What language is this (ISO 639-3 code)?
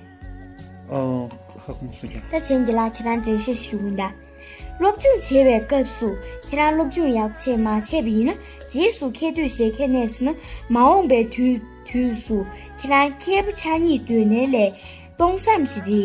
bod